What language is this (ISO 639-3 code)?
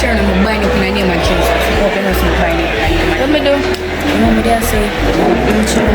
jam